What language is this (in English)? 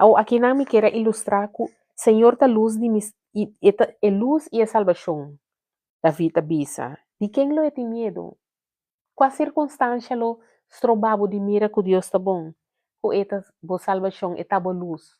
Papiamento